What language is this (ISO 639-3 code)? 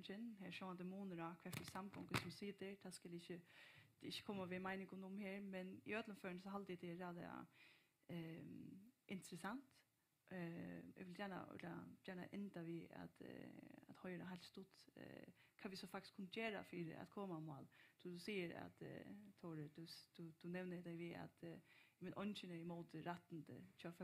fao